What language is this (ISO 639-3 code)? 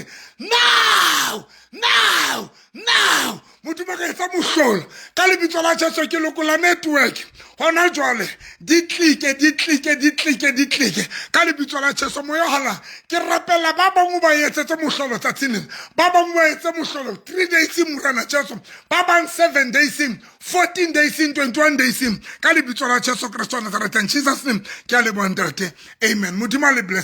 sot